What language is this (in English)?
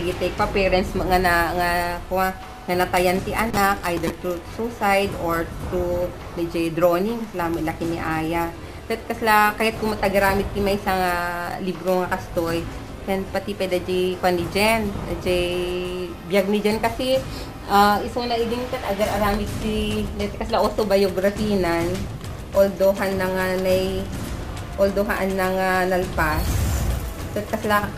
Iloko